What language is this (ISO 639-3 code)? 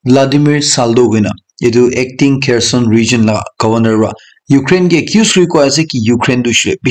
nag